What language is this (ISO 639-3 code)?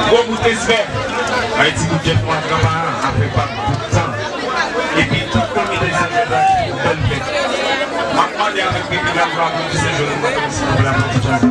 hat